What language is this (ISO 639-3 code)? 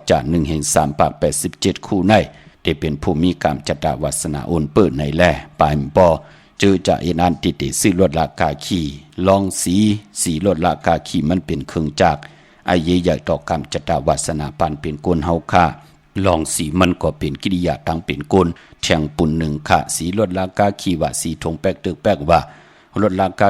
shn